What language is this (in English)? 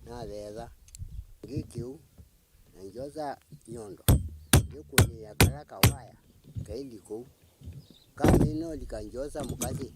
Kamba